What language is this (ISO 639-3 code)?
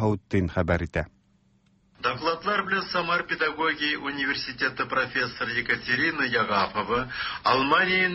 tat